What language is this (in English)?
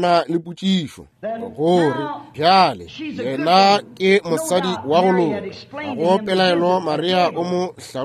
Northern Sotho